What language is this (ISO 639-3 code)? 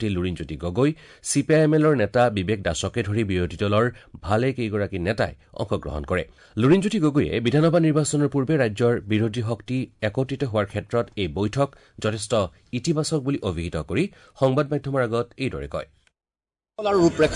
asm